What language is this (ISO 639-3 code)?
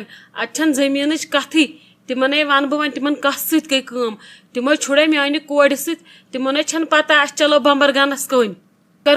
kas